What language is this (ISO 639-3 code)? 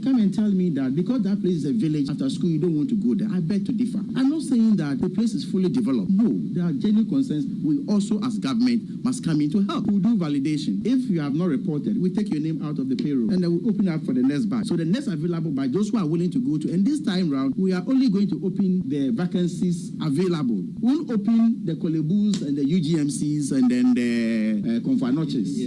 aka